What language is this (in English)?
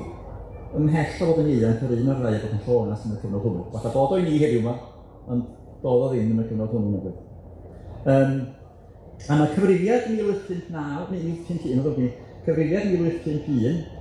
Welsh